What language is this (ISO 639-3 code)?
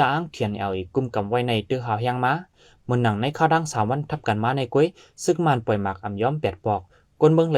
shn